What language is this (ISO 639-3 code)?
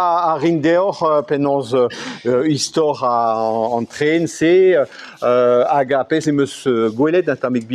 bre